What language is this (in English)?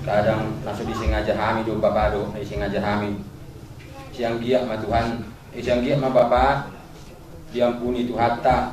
Batak Toba